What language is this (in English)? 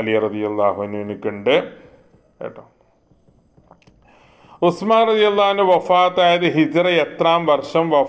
Malayalam